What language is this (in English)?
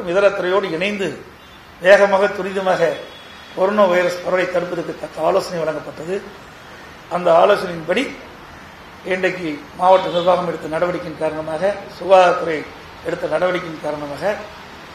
Tamil